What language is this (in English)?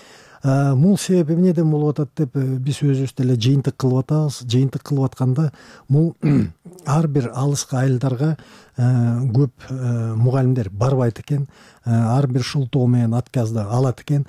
Kyrgyz